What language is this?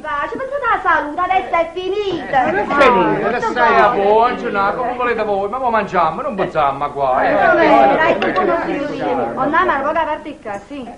Neapolitan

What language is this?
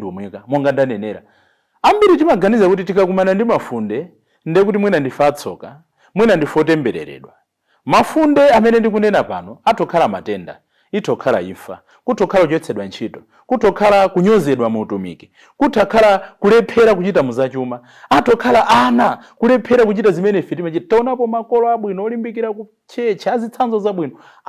Nyanja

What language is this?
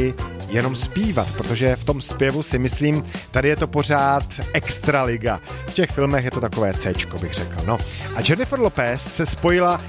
Czech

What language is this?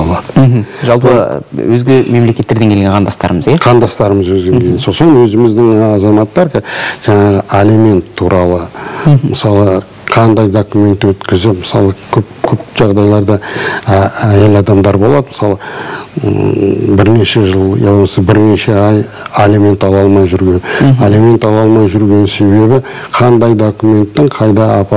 Kazakh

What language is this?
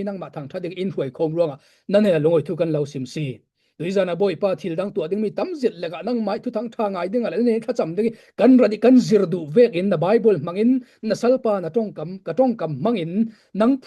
Falam Chin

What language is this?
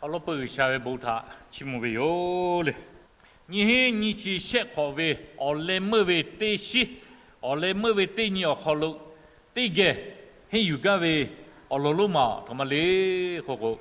Lahu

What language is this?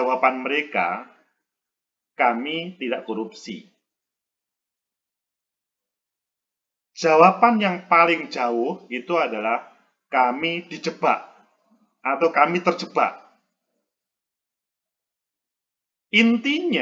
Indonesian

